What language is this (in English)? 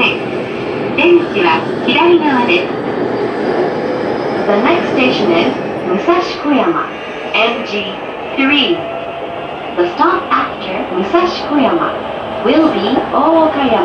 Japanese